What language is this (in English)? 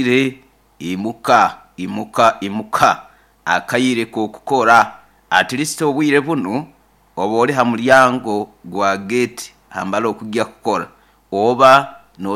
Nyankole